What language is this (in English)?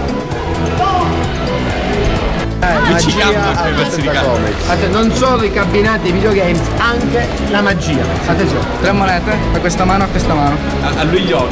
Italian